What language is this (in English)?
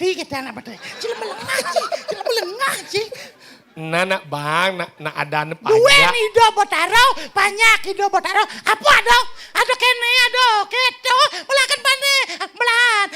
Balinese